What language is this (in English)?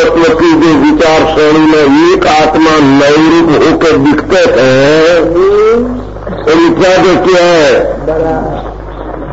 Hindi